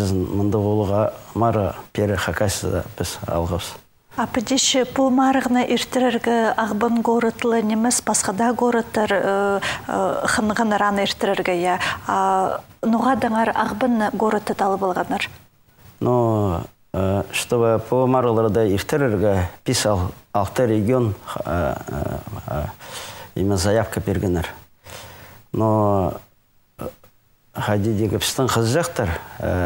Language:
Khakas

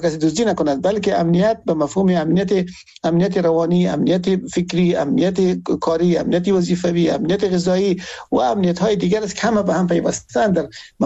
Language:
Persian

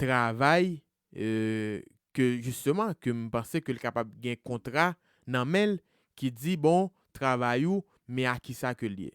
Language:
Haitian Creole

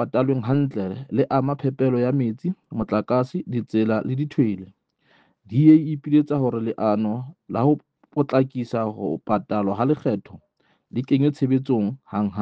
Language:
Southern Sotho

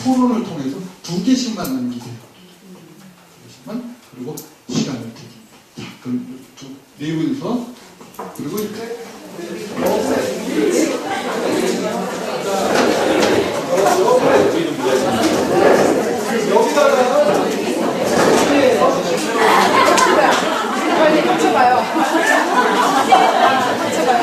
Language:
Korean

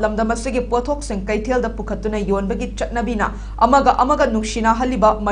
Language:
Manipuri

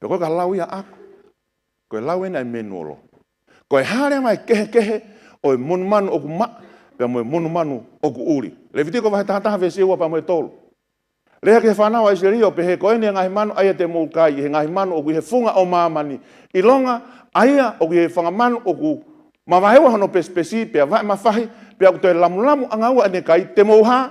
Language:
Tongan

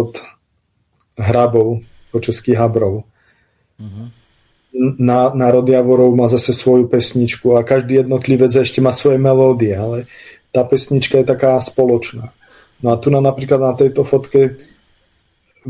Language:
Slovak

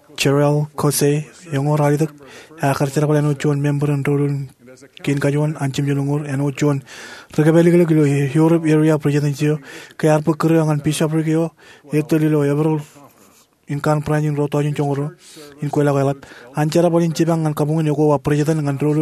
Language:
Marshallese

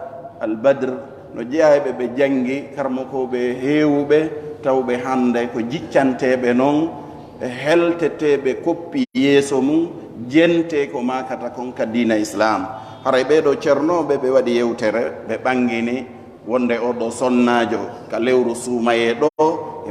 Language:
Fula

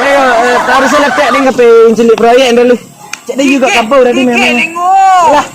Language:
Minangkabau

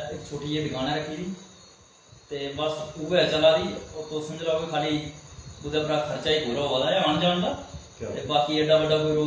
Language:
Dogri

